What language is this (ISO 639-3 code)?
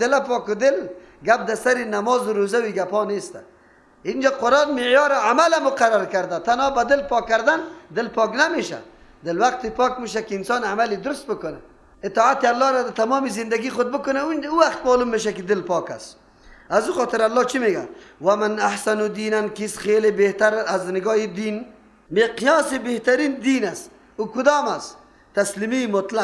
fas